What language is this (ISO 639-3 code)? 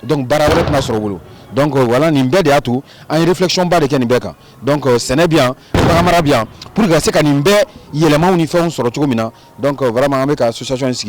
bam